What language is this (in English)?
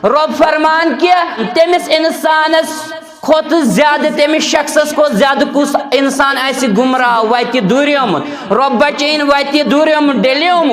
Kashmiri